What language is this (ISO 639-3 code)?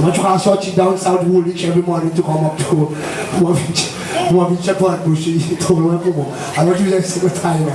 crs